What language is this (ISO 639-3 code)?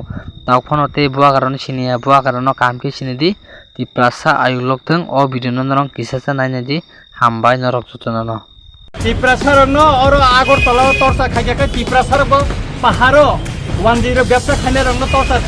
trp